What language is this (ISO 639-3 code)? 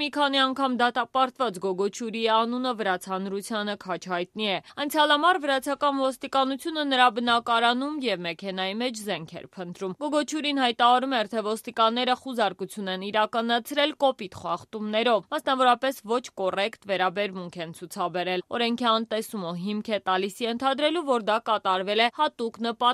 hye